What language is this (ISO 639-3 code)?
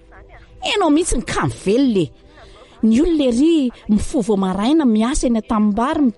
mlg